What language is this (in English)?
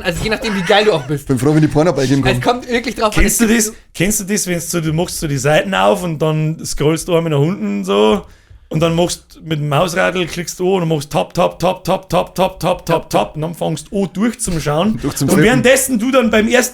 Bavarian